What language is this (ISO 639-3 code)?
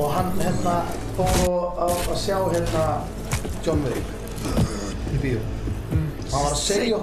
isl